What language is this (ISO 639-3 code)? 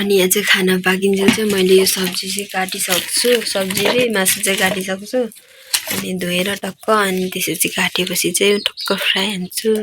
nep